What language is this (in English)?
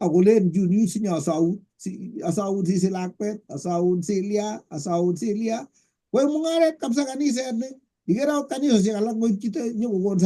Kalenjin